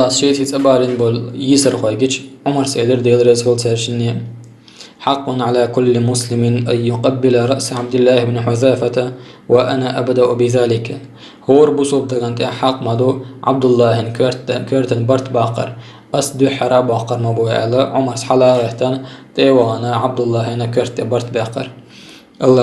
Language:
Chechen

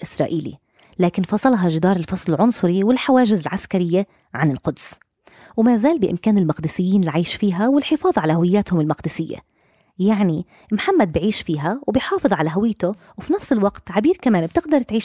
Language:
North Levantine Arabic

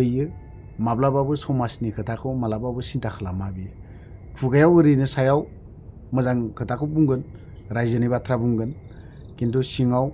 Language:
Bodo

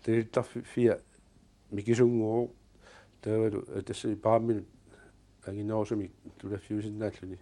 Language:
Kalaallisut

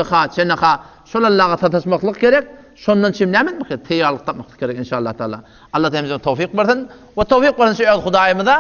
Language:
Turkmen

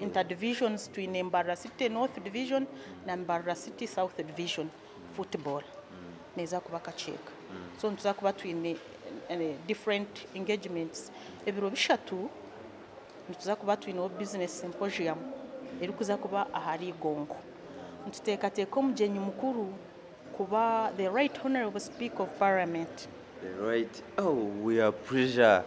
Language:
Nyankole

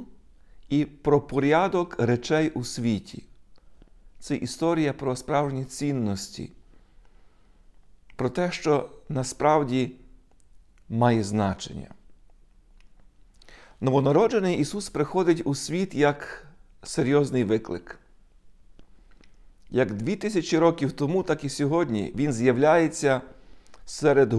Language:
Ukrainian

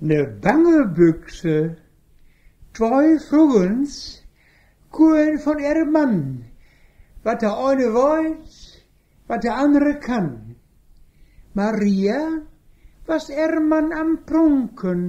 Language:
Westphalien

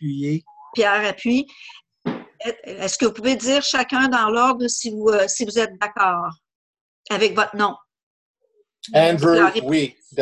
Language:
French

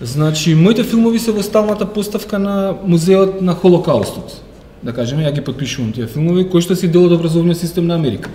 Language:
Macedonian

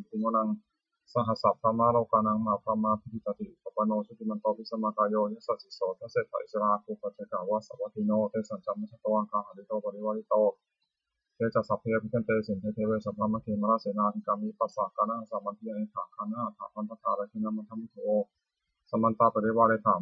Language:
Pali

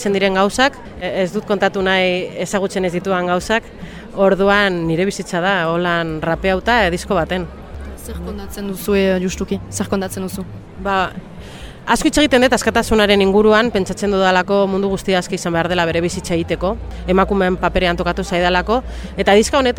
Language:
Basque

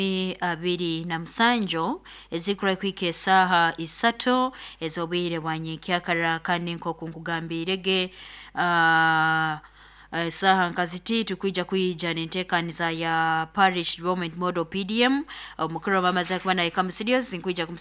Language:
Nyoro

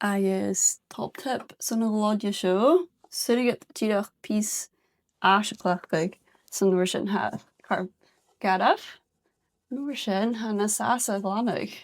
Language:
Scottish Gaelic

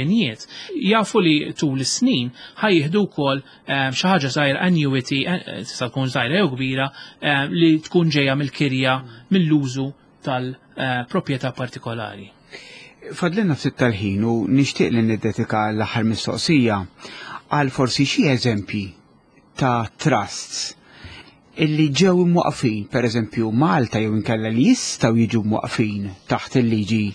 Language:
Maltese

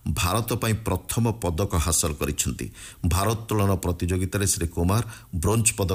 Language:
Odia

